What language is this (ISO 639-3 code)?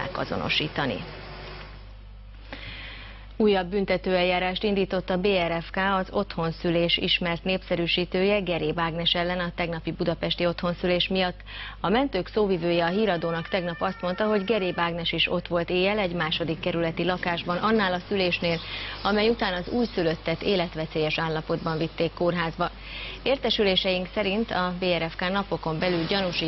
hun